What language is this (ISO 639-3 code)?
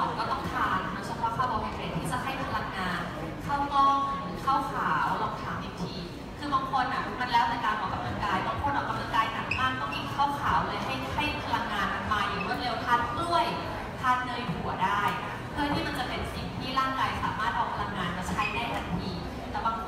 tha